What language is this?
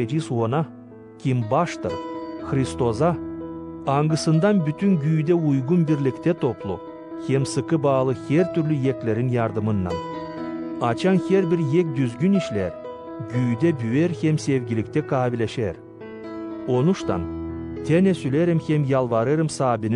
Gagauz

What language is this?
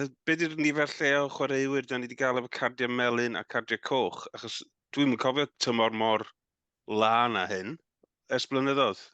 Welsh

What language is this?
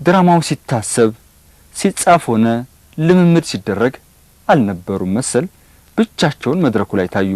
Amharic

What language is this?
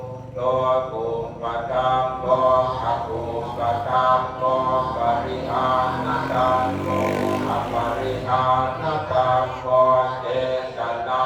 Pali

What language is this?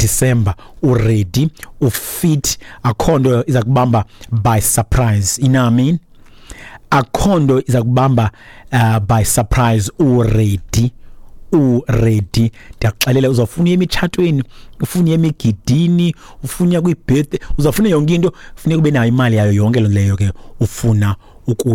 Xhosa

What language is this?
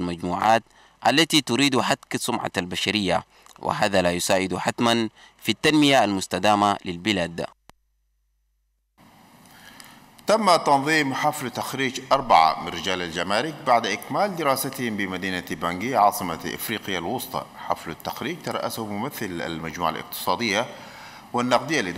Arabic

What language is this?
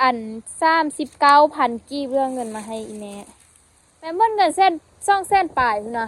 Lao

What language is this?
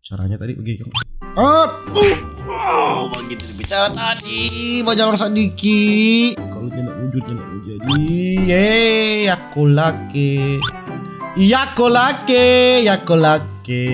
Manado Malay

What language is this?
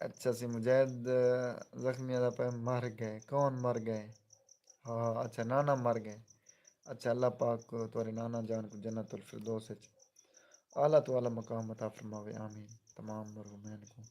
Saraiki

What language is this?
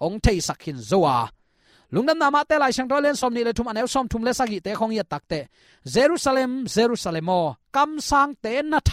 Tedim Chin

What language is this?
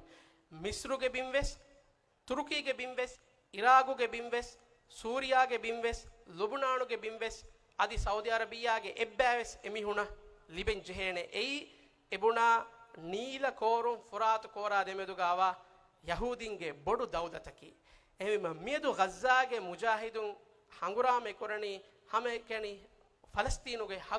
Divehi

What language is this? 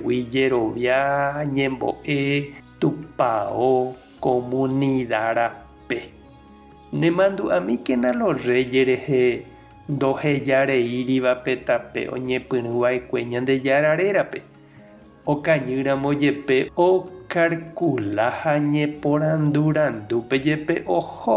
Guarani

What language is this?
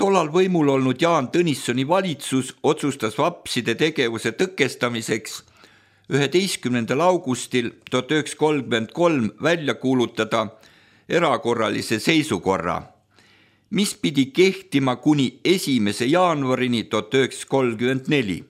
Estonian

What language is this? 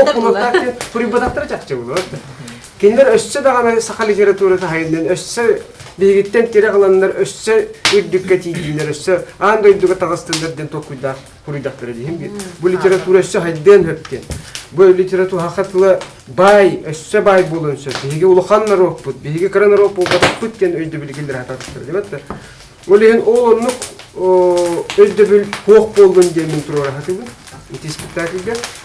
Yakut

